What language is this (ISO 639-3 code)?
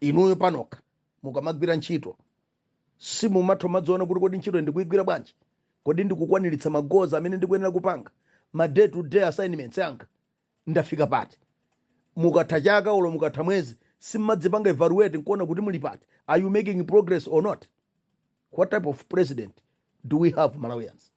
nya